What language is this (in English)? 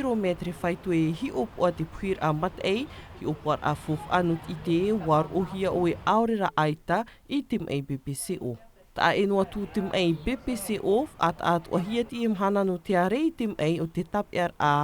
Tahitian